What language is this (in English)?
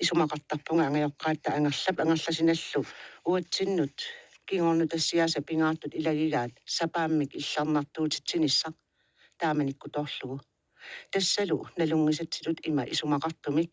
Kalaallisut